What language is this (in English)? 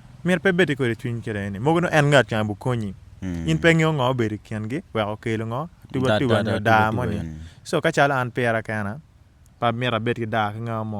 Acoli